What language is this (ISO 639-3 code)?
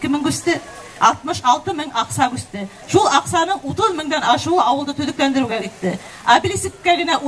bak